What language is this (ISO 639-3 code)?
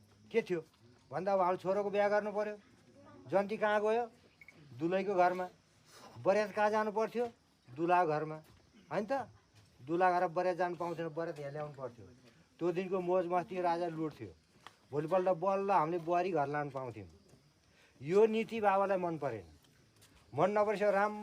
nep